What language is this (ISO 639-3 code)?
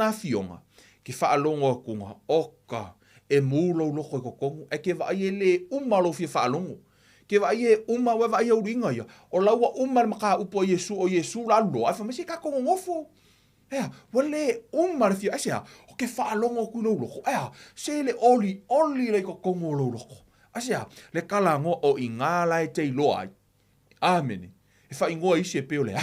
smo